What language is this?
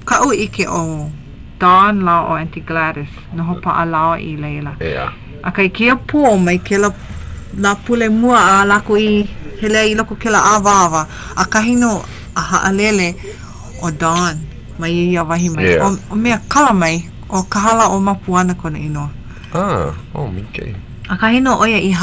Hawaiian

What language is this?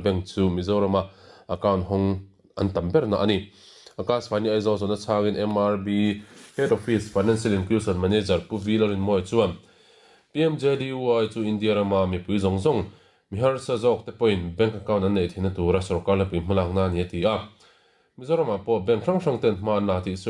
Mizo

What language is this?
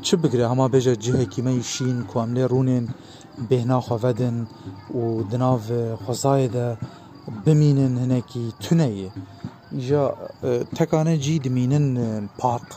Kurdish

